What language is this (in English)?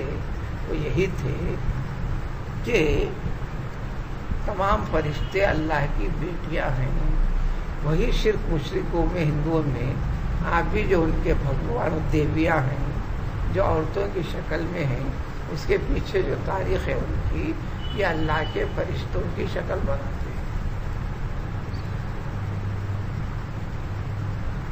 Urdu